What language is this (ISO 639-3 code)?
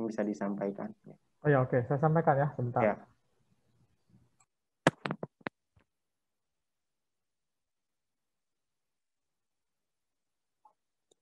ind